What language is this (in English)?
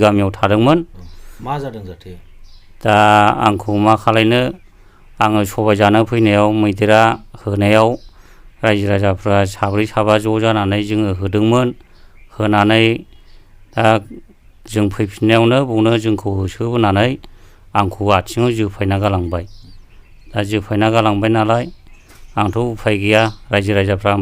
Bodo